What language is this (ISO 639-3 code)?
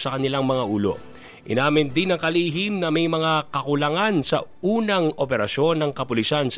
fil